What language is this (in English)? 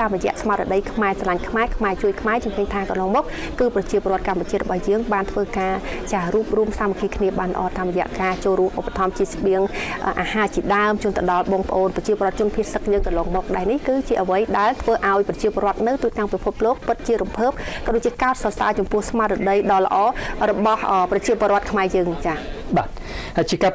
Khmer